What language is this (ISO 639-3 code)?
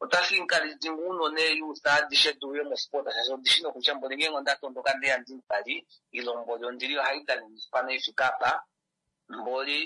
kua